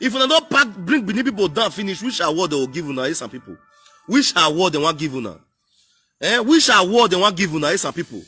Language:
Nigerian Pidgin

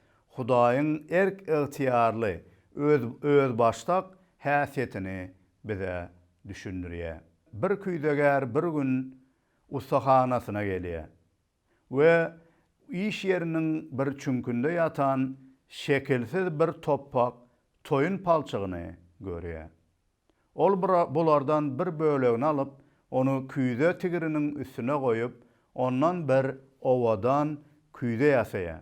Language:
Turkmen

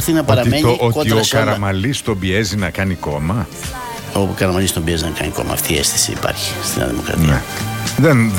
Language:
Greek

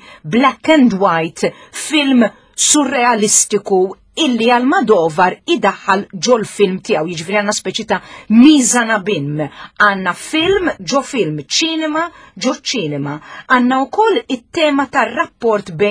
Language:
Maltese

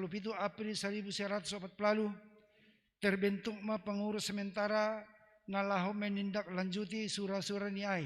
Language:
Batak Simalungun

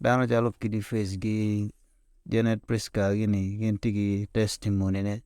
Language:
Acoli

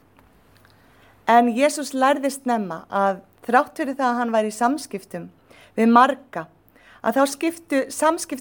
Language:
Icelandic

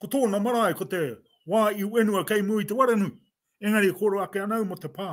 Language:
Māori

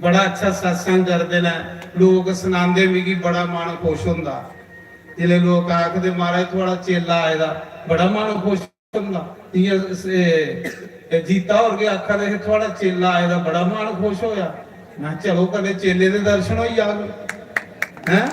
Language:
Dogri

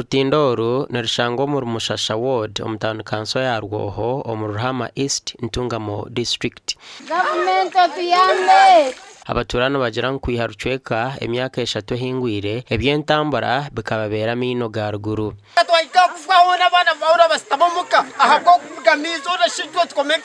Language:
Nyankole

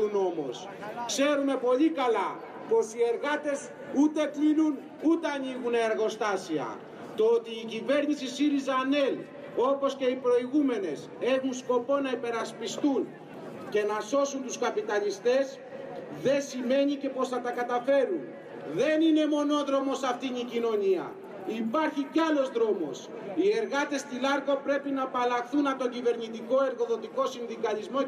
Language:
Greek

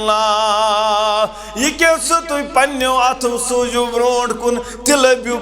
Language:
Kashmiri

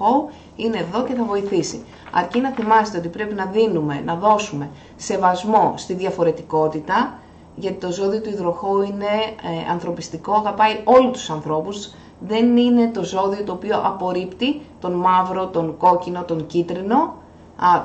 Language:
Greek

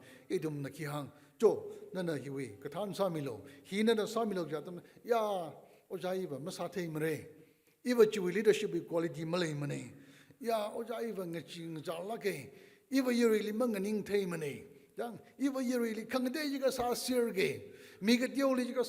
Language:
Tangkhul Naga (India)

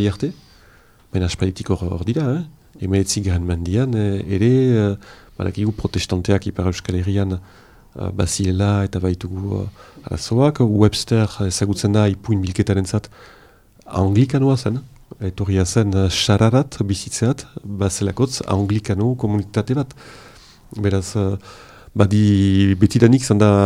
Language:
Basque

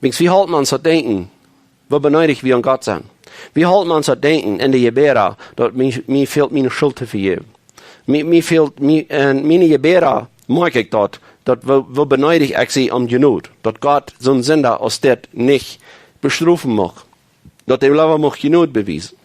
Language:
Plautdietsch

